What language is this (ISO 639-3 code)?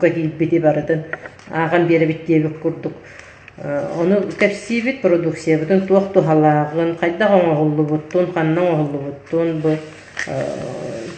sah